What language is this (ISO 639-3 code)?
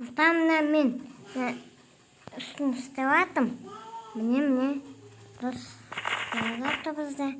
kaz